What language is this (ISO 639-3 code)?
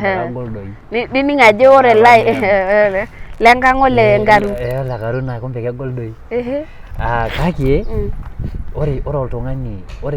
mas